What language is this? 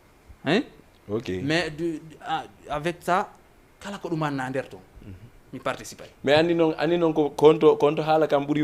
Fula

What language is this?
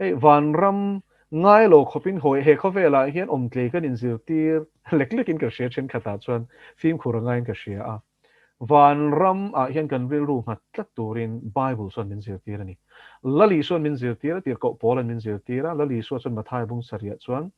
Mizo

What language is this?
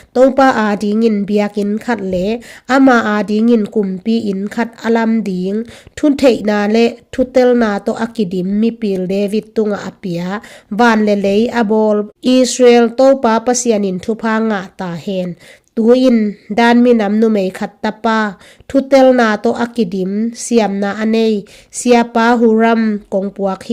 Tedim Chin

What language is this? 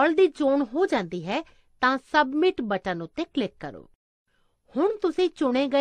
Punjabi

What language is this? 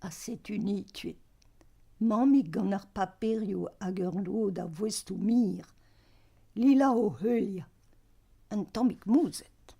Breton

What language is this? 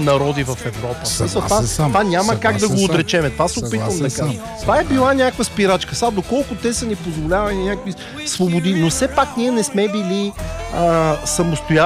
Bulgarian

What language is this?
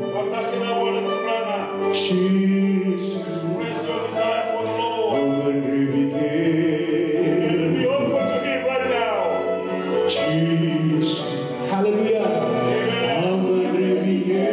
Fijian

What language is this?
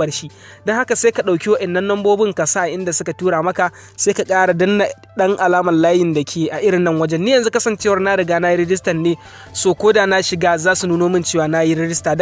Hausa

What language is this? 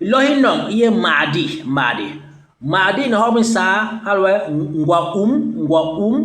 Basaa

